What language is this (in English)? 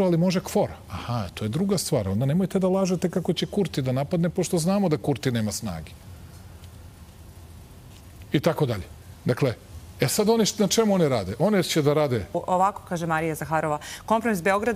Serbian